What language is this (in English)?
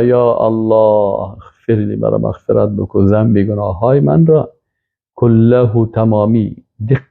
Persian